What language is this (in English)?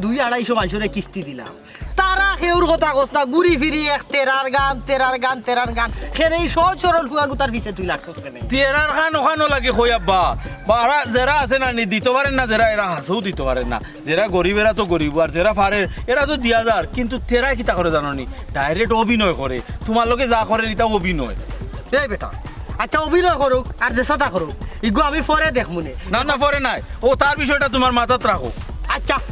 Sylheti